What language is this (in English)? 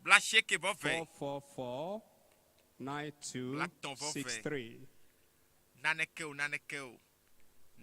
Ewe